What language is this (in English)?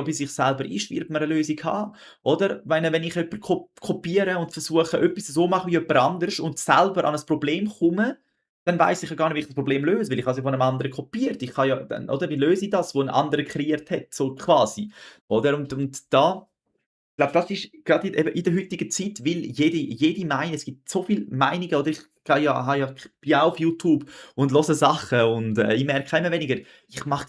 Swiss German